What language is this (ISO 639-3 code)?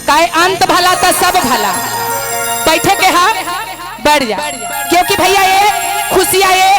mag